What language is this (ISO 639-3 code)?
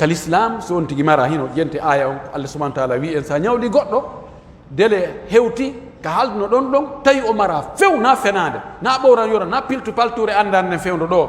fuf